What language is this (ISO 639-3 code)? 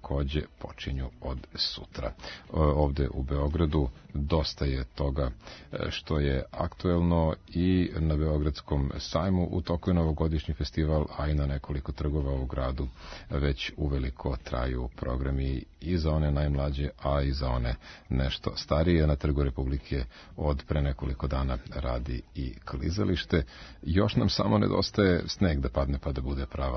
srp